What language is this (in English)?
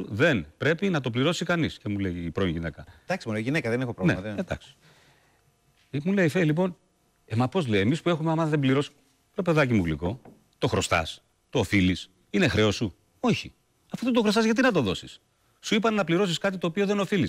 Greek